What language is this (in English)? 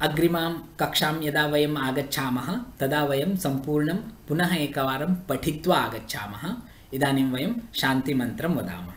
Sanskrit